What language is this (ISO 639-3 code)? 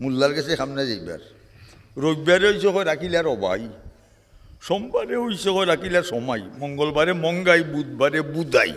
syl